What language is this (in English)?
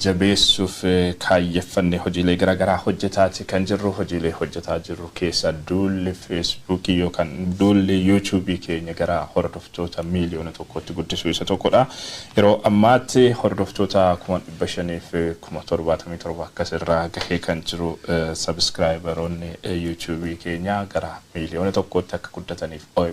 Oromo